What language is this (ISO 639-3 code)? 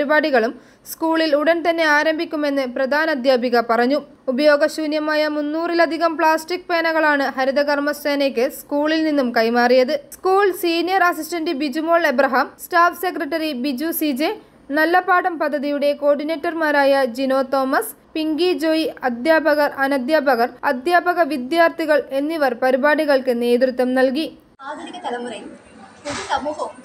mal